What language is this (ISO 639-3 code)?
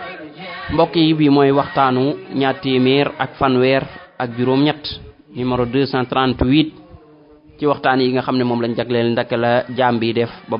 wol